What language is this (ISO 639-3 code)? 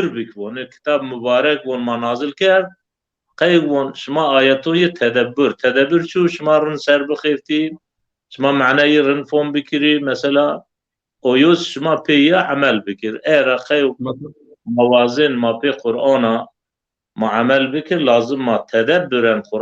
zza